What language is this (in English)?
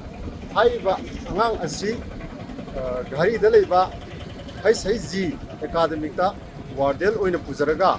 Manipuri